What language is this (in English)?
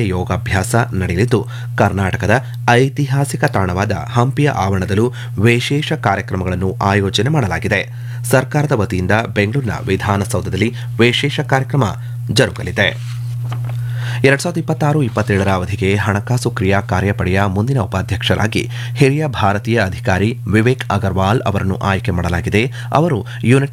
Kannada